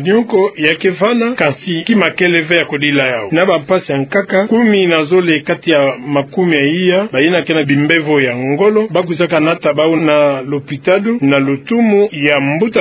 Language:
Kituba (Democratic Republic of Congo)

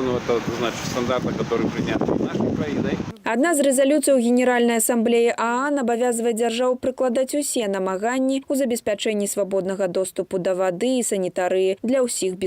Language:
Belarusian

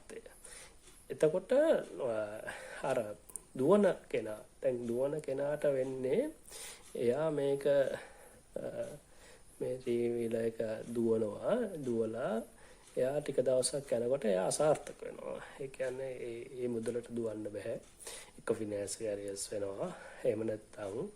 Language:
Sinhala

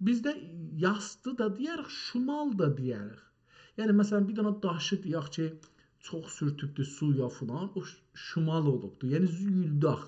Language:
South Azerbaijani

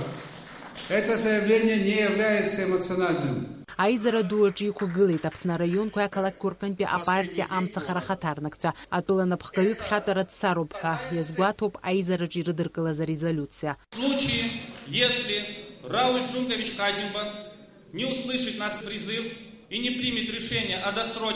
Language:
Abkhazian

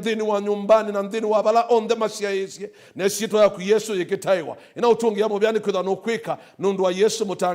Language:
Kamba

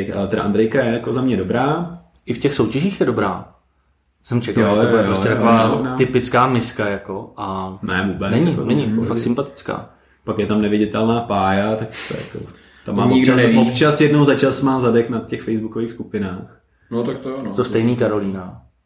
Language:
Czech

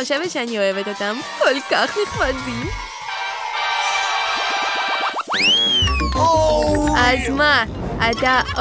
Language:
Hebrew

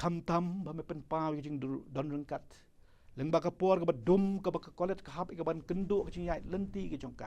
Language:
Khasi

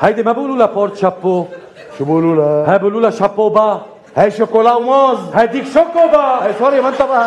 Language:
North Levantine Arabic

